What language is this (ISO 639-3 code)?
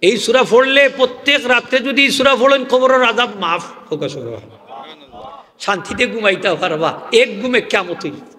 syl